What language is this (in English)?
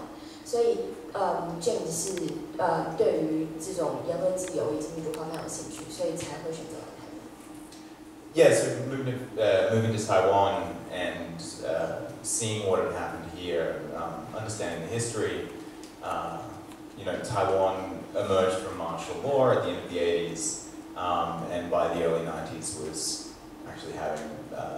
Chinese